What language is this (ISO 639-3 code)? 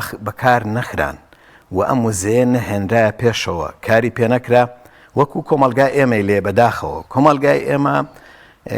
ckb